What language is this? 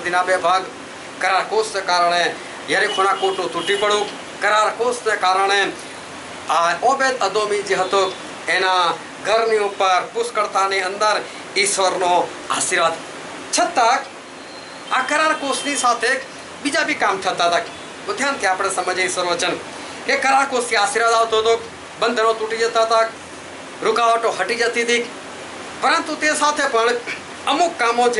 Gujarati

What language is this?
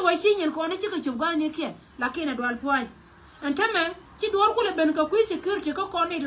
Nuer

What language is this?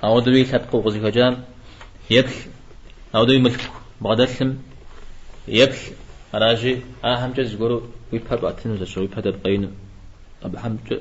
Kabardian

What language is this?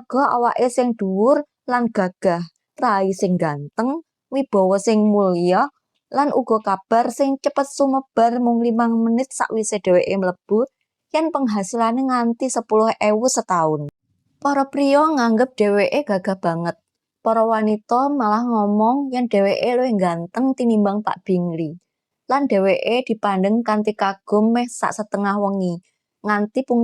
Javanese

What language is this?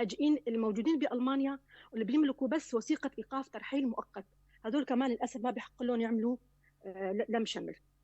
North Levantine Arabic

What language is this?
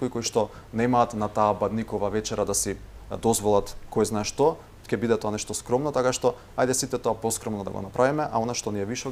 Macedonian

